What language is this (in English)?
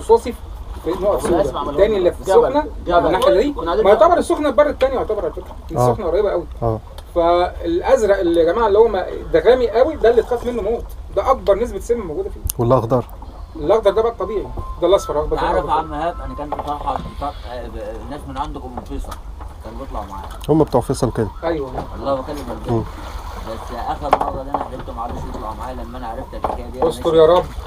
Egyptian Arabic